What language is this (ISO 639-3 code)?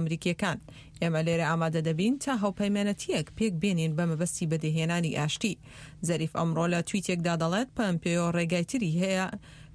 ckb